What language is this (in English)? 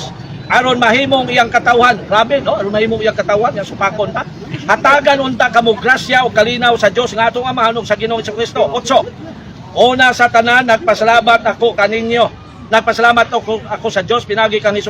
Cebuano